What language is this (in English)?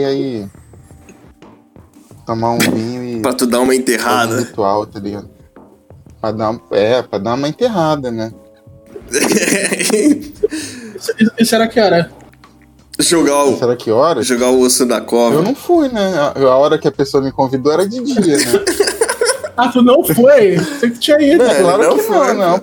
Portuguese